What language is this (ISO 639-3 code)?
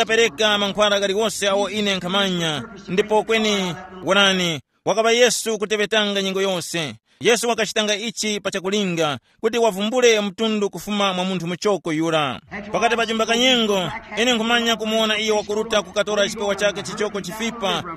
tum